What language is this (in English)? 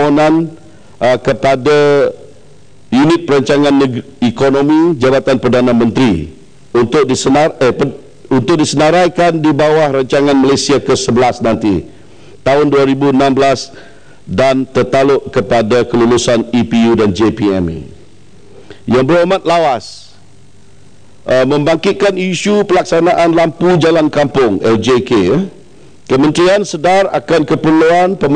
Malay